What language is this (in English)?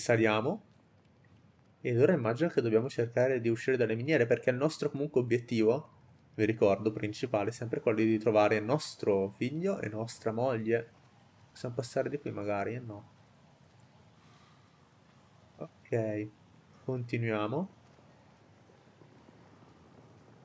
Italian